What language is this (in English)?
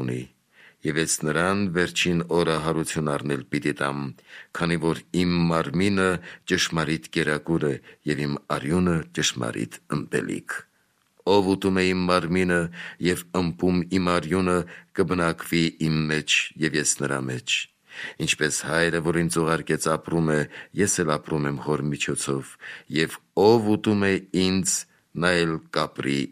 Armenian